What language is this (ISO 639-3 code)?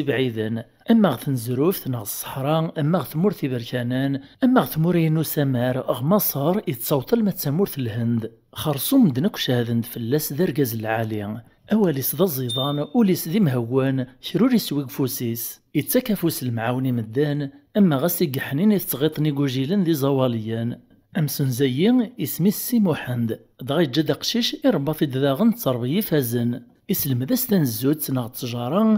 kab